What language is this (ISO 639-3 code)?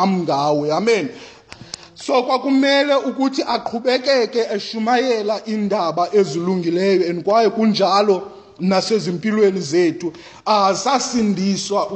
xho